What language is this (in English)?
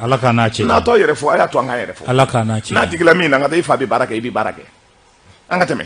Bambara